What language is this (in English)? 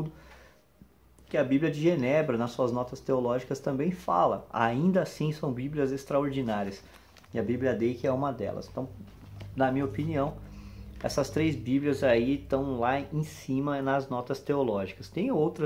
Portuguese